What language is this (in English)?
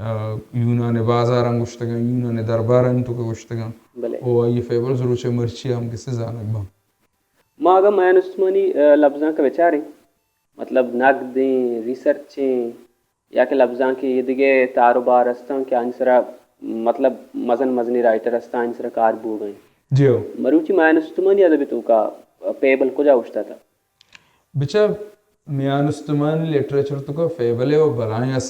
Baluchi